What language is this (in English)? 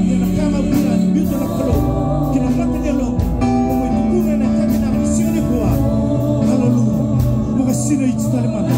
Fijian